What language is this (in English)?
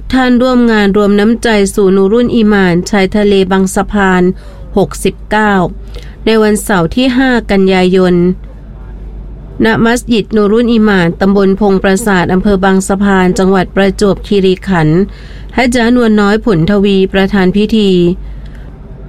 Thai